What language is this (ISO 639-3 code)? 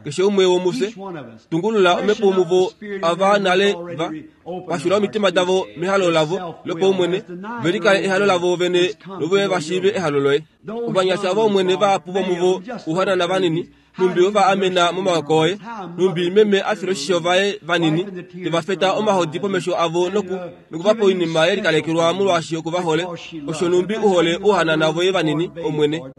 kua